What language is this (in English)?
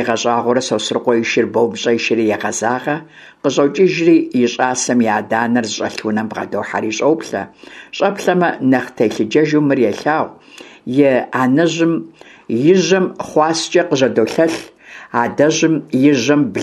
Kabardian